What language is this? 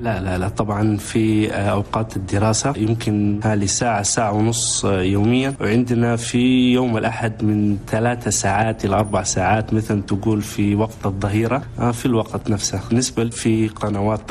Chadian Arabic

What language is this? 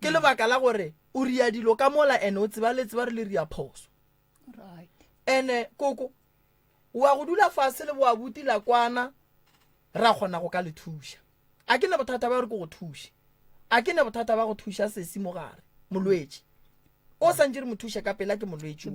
Northern Sotho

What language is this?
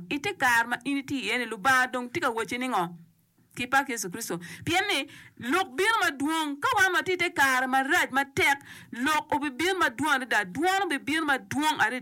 Acoli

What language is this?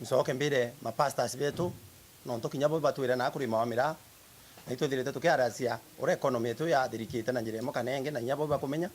Meru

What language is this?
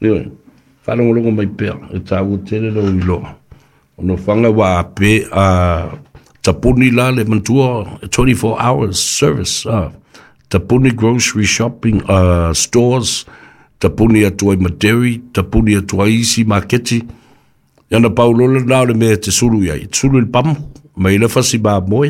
Samoan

